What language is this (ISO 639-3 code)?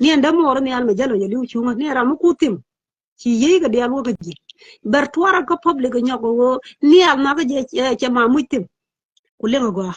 nus